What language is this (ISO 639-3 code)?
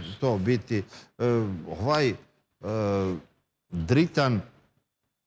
srp